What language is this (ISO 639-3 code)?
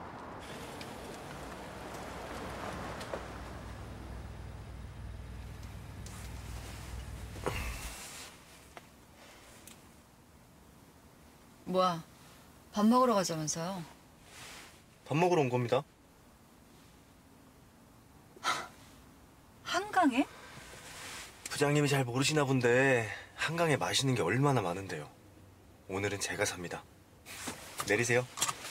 kor